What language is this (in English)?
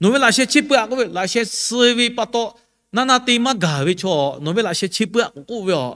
Lahu